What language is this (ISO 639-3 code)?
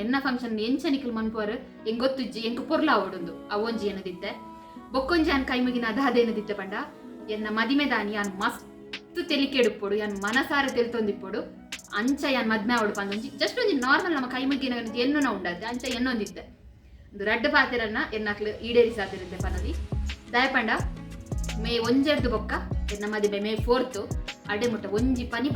tcy